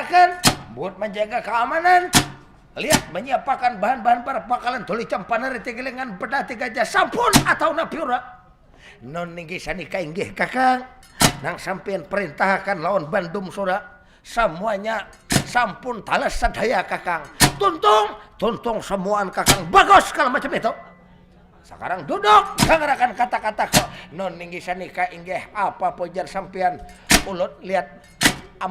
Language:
Banjar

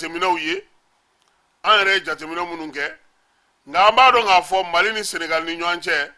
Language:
Bambara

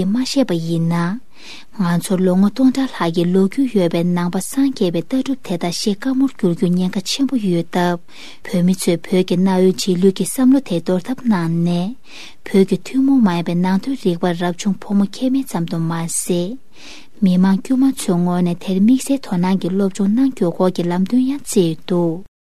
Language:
Tibetan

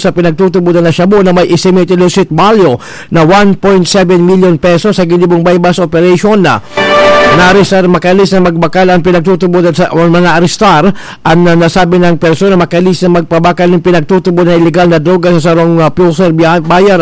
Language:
Bikol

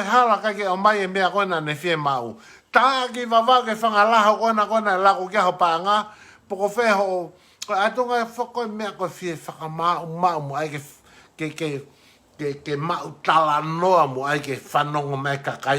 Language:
Tongan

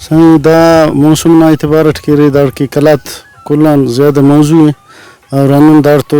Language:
Brahui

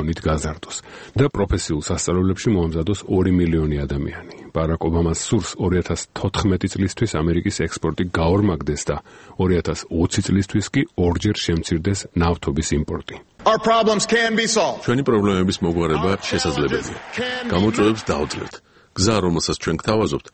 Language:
Georgian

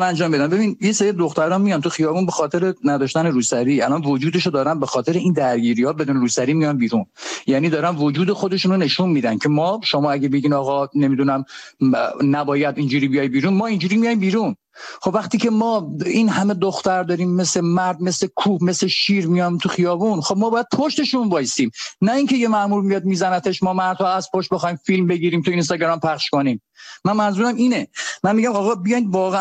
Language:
Persian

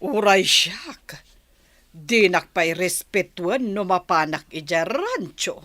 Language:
Iloko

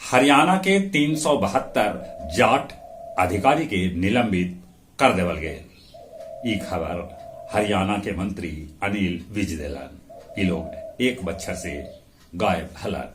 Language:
Magahi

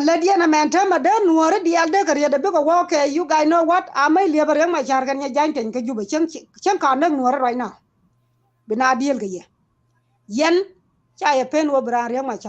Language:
Nuer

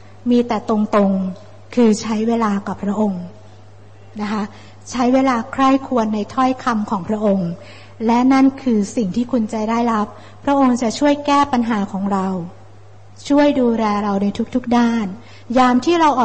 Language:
Thai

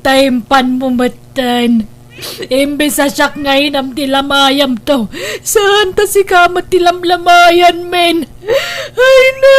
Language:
Iloko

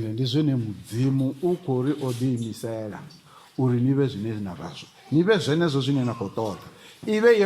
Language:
Venda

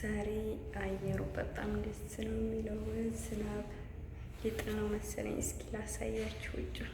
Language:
Amharic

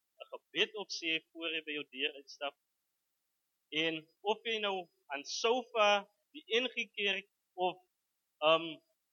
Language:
Afrikaans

